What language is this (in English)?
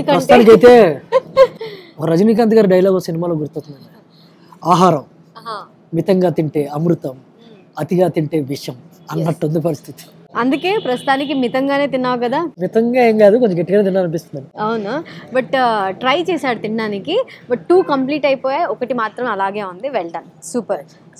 Telugu